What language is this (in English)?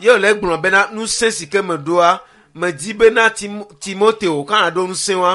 Ewe